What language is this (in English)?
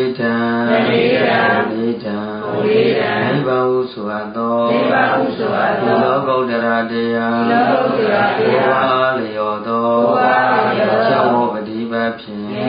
Burmese